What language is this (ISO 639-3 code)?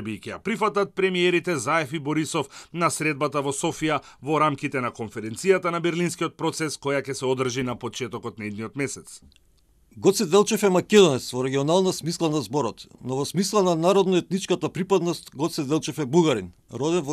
mkd